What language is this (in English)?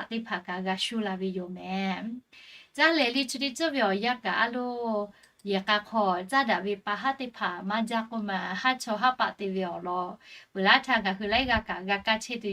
Lahu